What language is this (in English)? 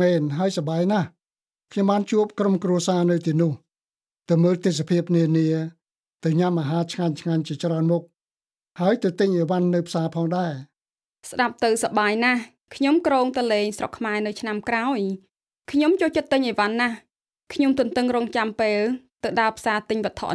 Khmer